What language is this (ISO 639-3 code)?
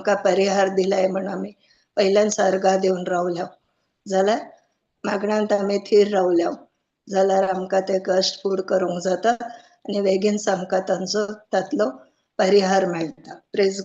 kok